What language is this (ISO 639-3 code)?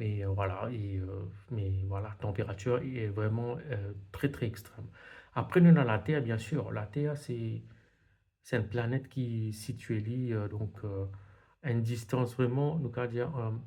mfe